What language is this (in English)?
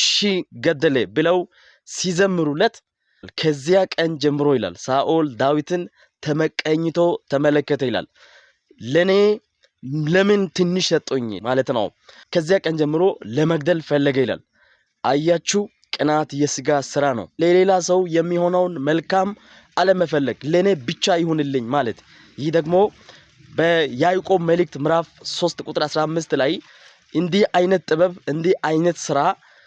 Amharic